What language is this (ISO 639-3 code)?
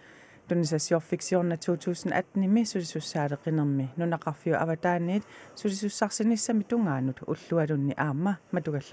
kal